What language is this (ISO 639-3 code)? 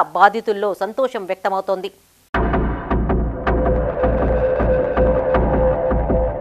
tel